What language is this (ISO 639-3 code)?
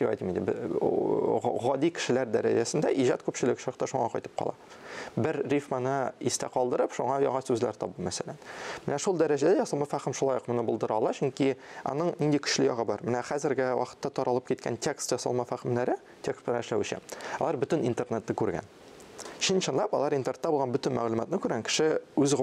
tat